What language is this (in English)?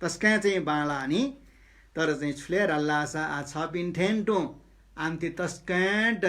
Newari